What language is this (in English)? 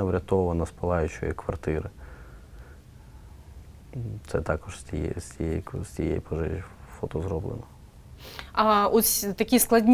Ukrainian